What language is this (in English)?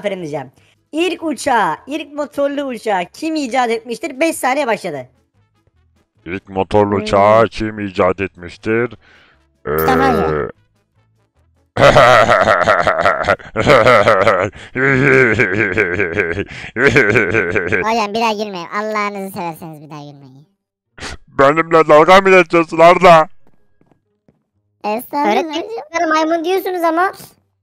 Turkish